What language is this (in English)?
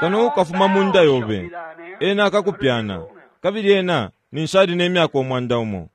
Bemba